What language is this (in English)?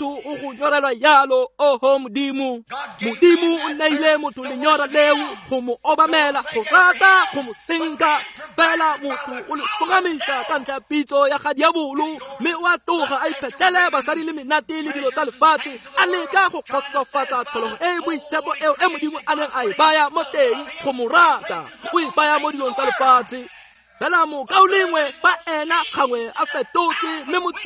Tswana